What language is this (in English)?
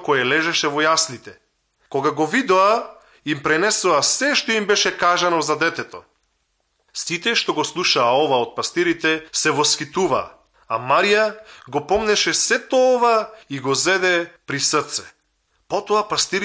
Macedonian